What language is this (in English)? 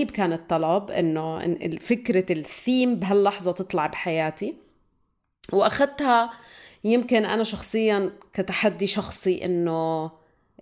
North Levantine Arabic